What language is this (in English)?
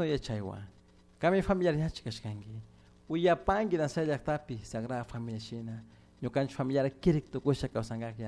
Chimborazo Highland Quichua